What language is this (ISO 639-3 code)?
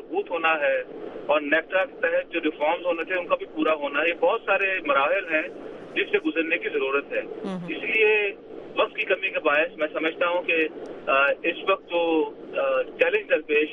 urd